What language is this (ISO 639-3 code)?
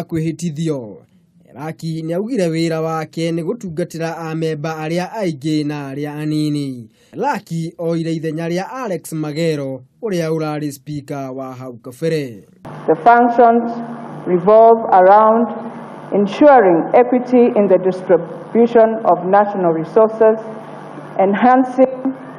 kik